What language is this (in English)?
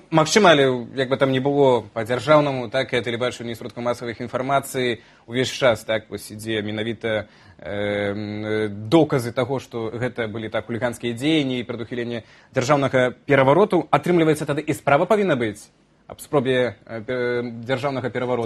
Belarusian